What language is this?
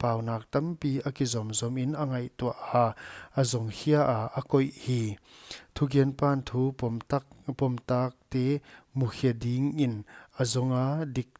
Paite Chin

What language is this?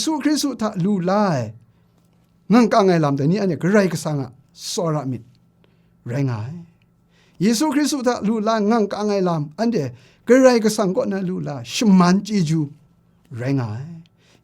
Kachin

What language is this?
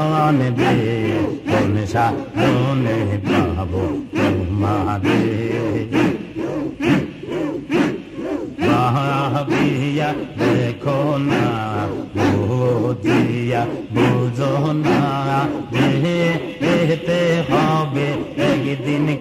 Bangla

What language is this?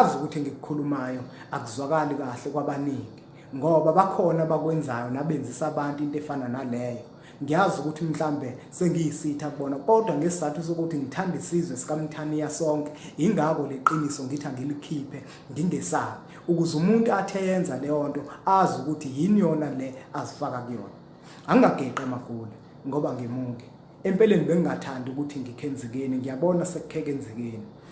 Zulu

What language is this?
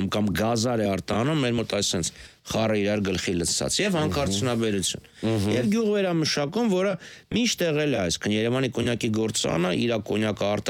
Armenian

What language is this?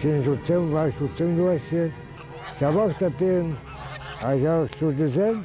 Chuvash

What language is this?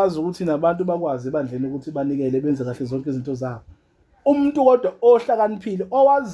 Zulu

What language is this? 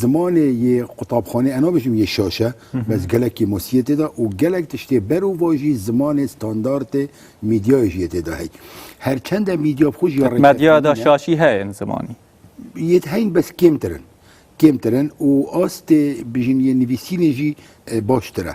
Kurdish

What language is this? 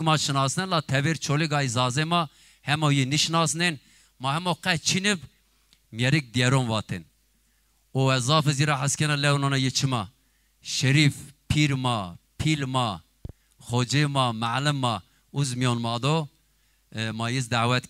Zaza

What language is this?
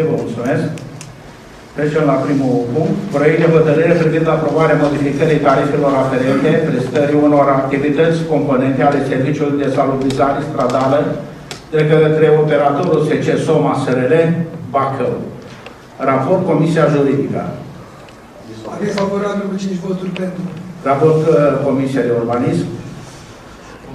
Romanian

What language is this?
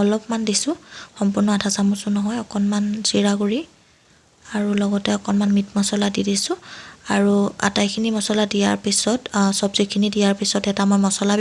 Assamese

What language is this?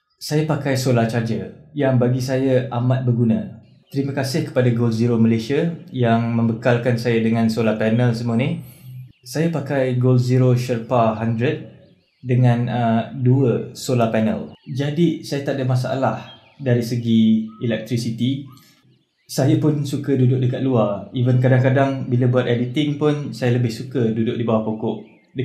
Malay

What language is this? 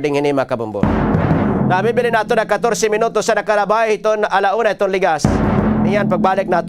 Waray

